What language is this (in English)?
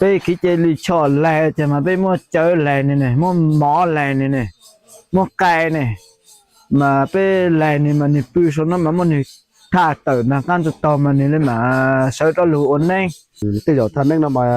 Hmong